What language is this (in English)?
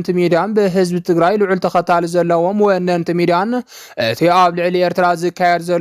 Tigrinya